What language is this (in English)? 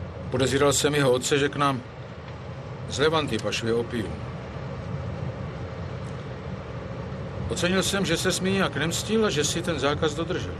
Czech